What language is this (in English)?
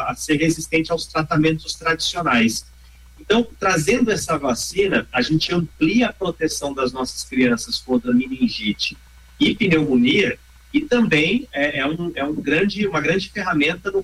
Portuguese